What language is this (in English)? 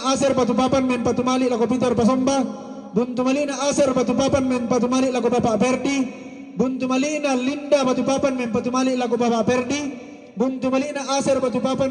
Toraja-Sa'dan